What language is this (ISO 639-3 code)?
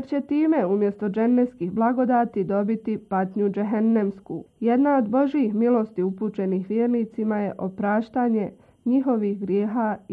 bos